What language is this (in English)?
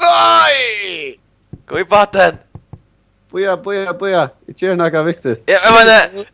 Faroese